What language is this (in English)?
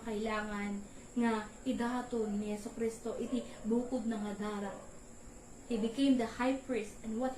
Iloko